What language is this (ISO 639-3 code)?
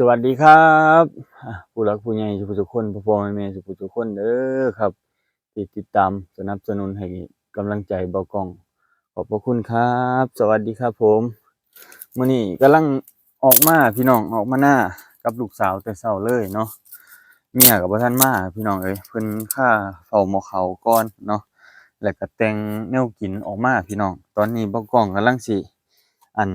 lao